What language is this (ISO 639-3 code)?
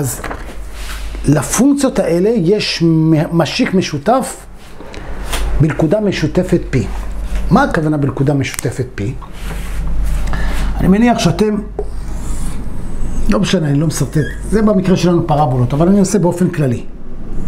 heb